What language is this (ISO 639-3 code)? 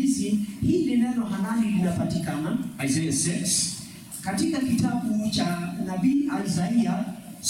swa